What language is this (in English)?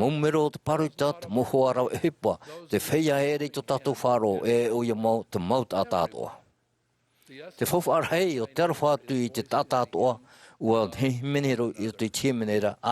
Tahitian